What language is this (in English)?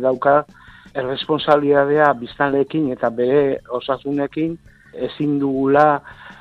Basque